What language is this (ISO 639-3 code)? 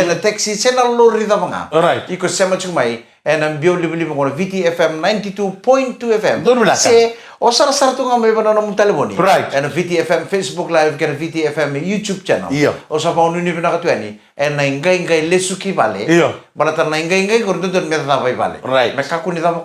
fij